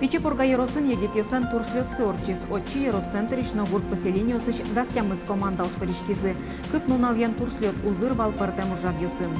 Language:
Udmurt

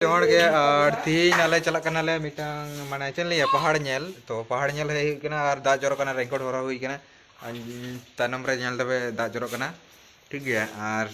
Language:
Santali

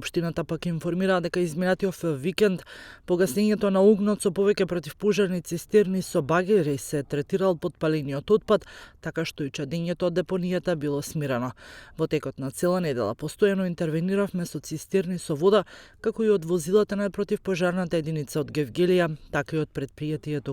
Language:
Macedonian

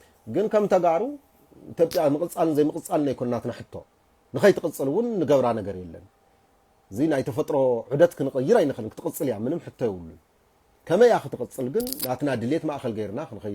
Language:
Tigrinya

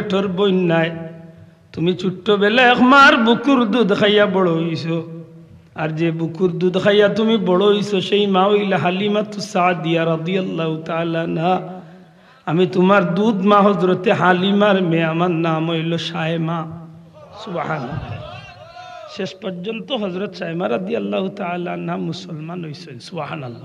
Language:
Sylheti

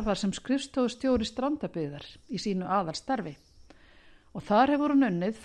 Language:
Icelandic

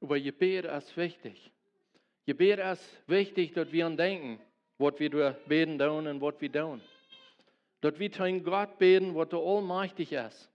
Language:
Plautdietsch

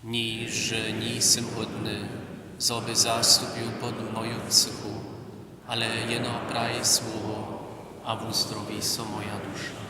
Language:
Upper Sorbian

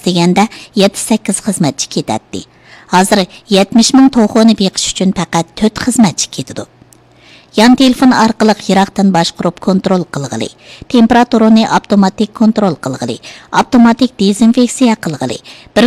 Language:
Uyghur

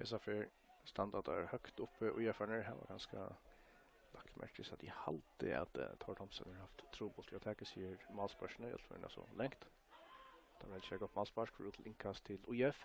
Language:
Faroese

